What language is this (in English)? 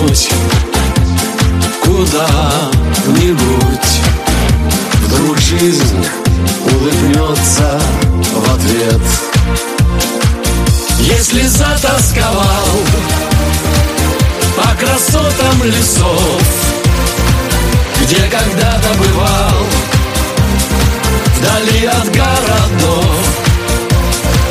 Russian